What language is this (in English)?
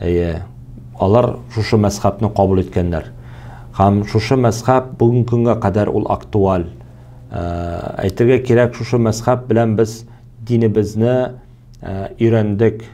Tatar